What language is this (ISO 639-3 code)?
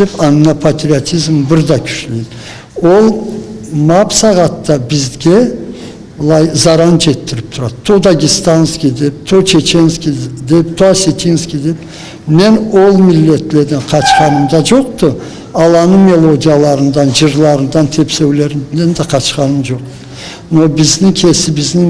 krc